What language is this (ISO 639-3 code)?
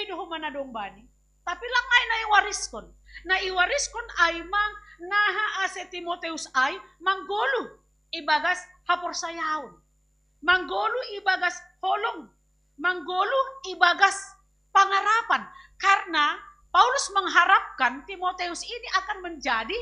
bts